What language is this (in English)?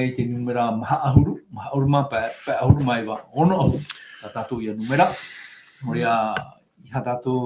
Tahitian